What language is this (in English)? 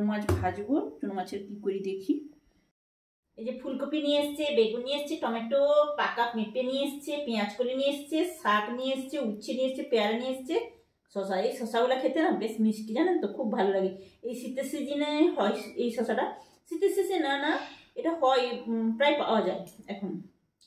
Bangla